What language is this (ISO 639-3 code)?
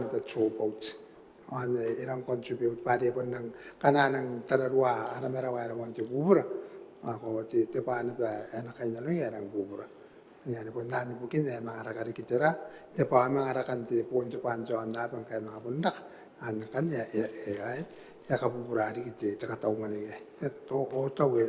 gil